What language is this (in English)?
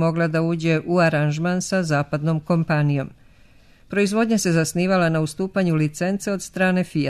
Serbian